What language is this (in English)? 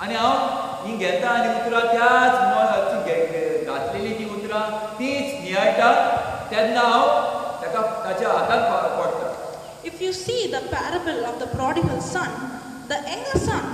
Konkani